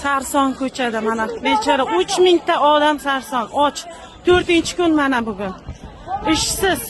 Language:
Uzbek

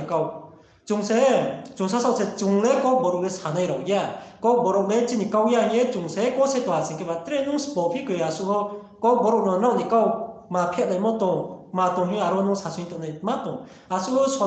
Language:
Riang (India)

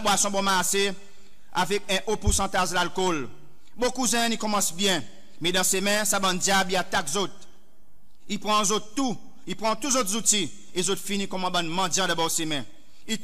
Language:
Seselwa Creole French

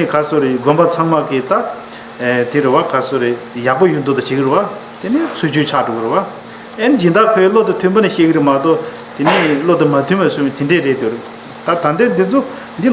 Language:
Tibetan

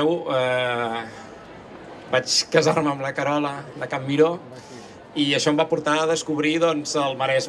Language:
Catalan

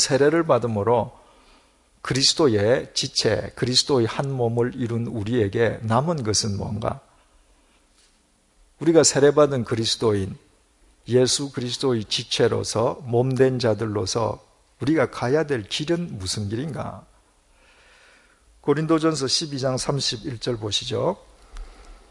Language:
Korean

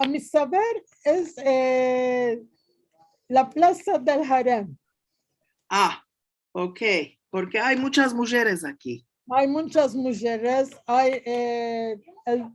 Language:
Ladino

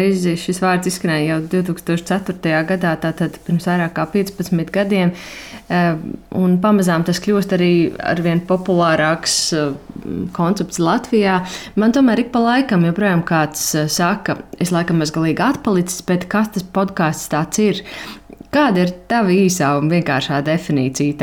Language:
Latvian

